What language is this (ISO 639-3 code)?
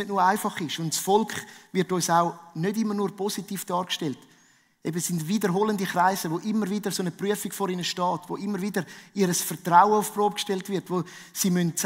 gsw